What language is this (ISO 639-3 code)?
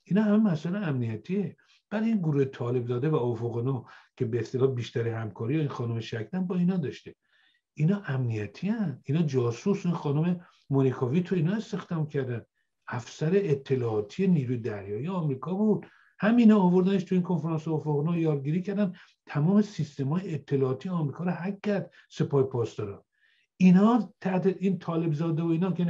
fas